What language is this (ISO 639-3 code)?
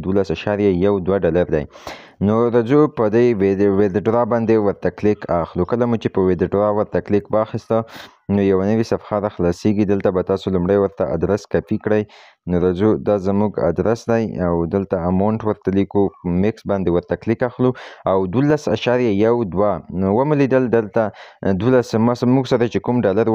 pus